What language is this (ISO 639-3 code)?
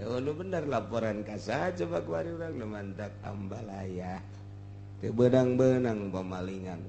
sun